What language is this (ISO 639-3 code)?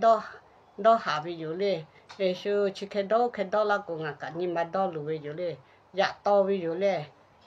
lhu